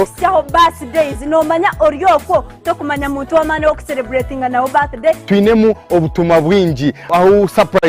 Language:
Nyankole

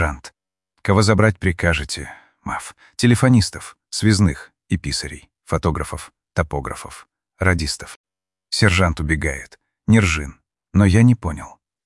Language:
Russian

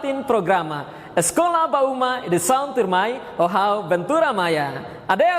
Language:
Tetum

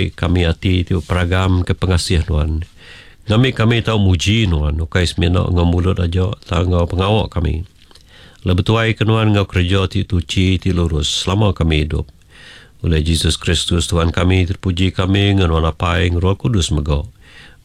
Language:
Iban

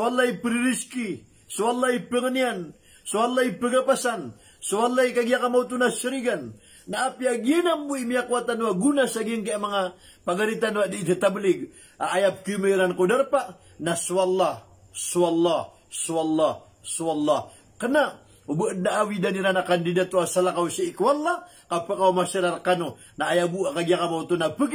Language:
Maranao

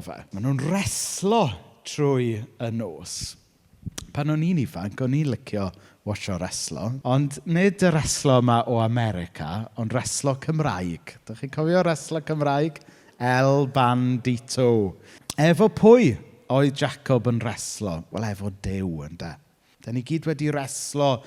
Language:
Welsh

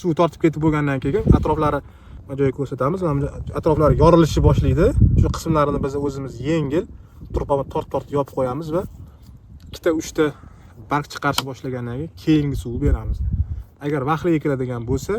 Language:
Uzbek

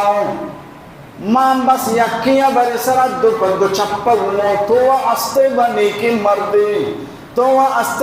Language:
Baluchi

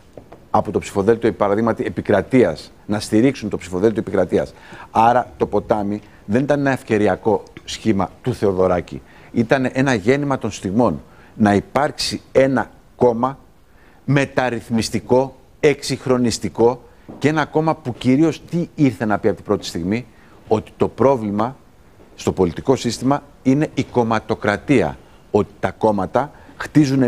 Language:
Greek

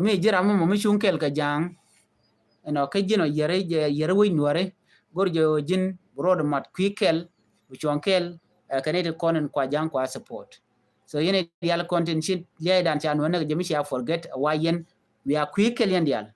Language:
Nuer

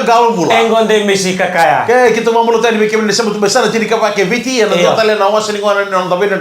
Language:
Fijian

